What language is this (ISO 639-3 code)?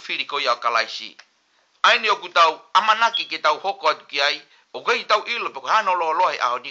ton